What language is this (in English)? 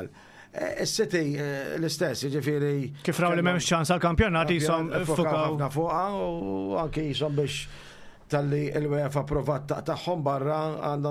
Maltese